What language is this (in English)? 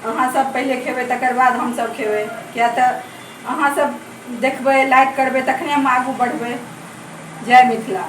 Maithili